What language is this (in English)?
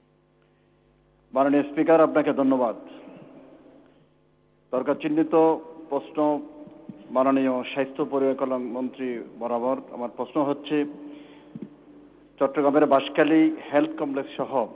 Bangla